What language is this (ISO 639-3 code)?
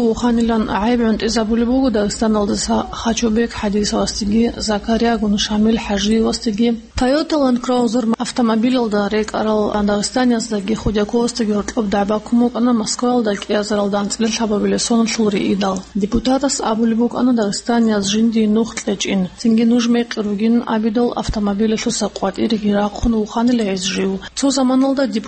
ava